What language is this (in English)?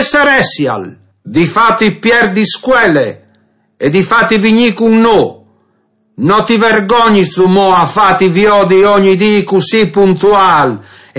Friulian